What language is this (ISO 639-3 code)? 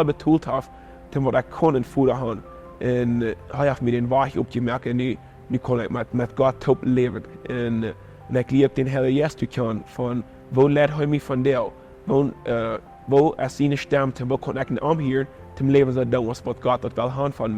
pdt